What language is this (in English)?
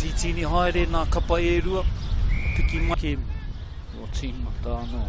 Māori